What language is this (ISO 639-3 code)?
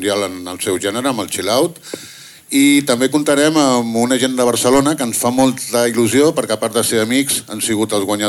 cat